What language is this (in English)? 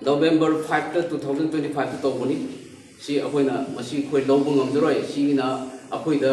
Manipuri